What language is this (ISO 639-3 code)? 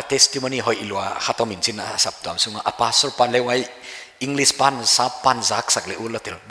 pck